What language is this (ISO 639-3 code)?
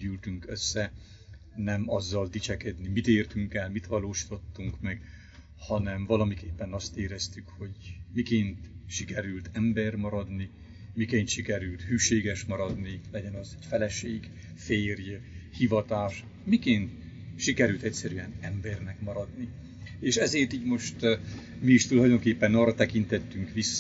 hun